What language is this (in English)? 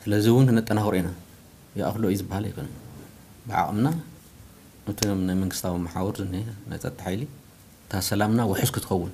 Tigrinya